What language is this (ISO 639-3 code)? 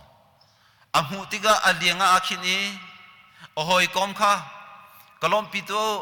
cnh